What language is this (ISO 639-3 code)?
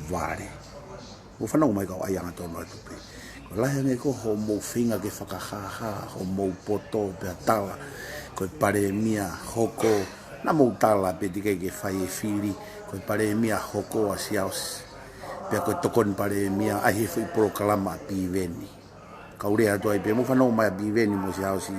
ton